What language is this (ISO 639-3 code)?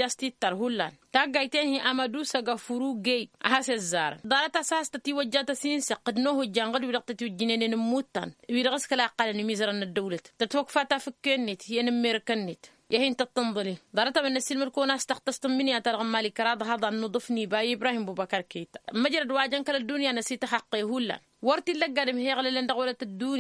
taq